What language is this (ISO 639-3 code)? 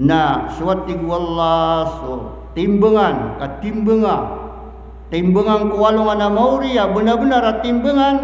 mrw